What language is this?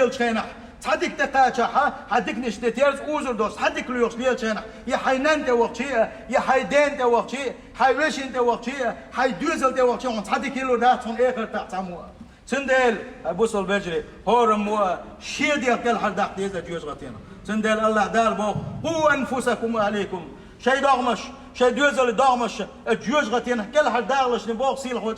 Chechen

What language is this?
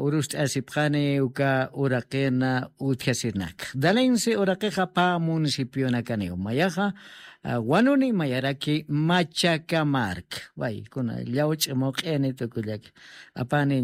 Aymara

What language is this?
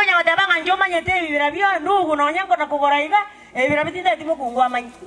Gusii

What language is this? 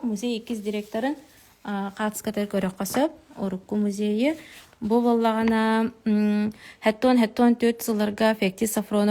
Yakut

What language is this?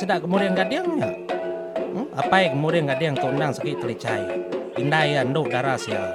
Iban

